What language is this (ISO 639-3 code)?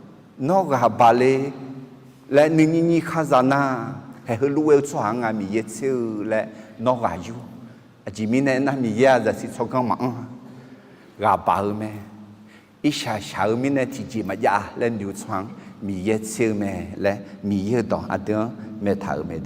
ahk